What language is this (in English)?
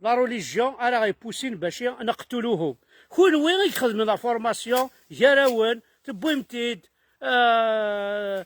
Kabyle